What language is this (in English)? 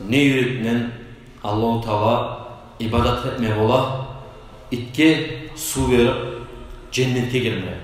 Kumyk